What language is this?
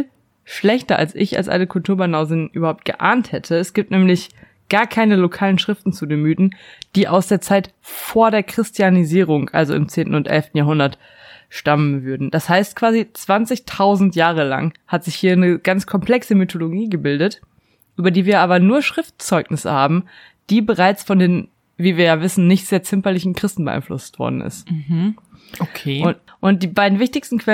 German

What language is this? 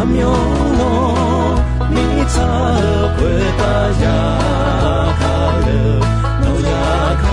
Akha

